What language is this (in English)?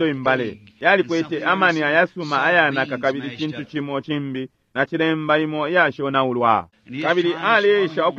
Bemba